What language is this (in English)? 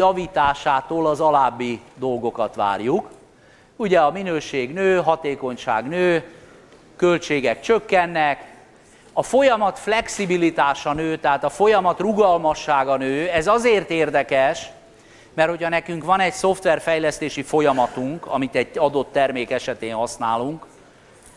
Hungarian